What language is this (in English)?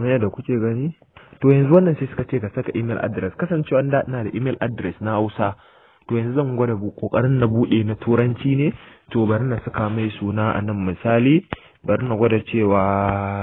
Hausa